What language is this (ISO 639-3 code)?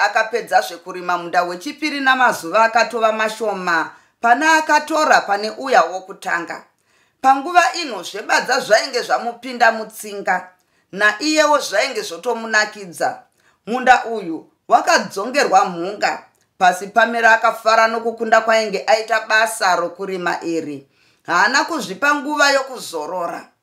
sna